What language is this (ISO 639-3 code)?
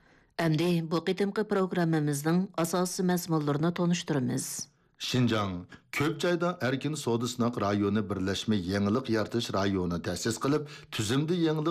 uig